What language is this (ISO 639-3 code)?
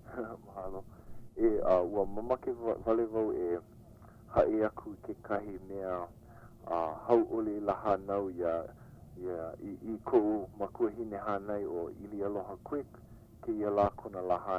haw